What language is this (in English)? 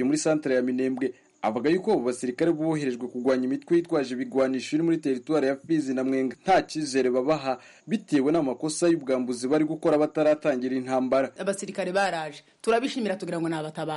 Kinyarwanda